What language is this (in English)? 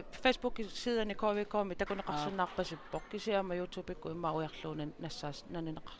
Kalaallisut